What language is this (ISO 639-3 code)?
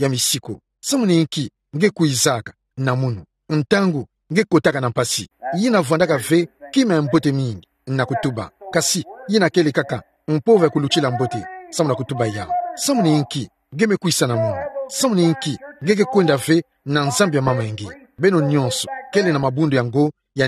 ktu